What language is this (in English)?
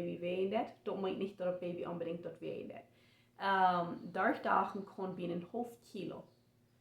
Plautdietsch